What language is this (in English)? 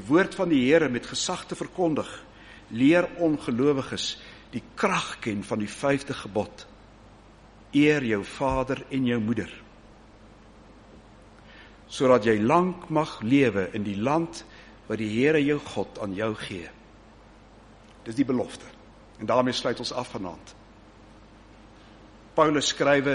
Afrikaans